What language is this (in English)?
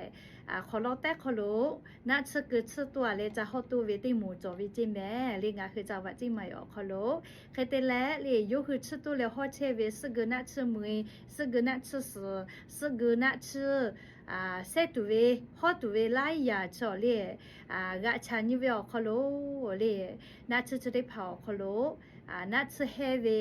Lahu